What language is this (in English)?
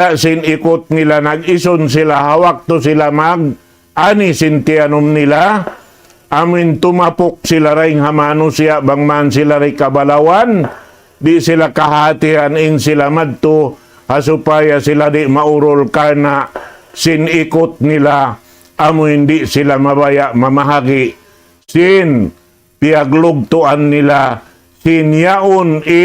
Tausug